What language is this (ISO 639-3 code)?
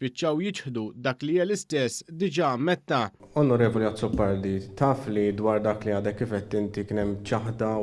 mlt